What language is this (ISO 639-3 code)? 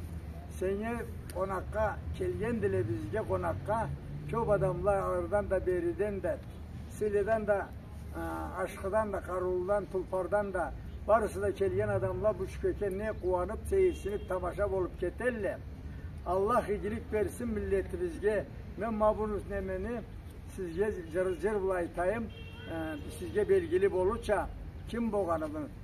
krc